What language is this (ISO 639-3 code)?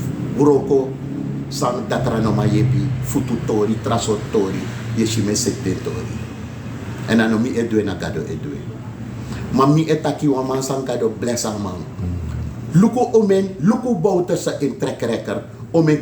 srn